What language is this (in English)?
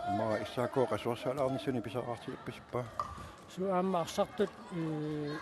Kalaallisut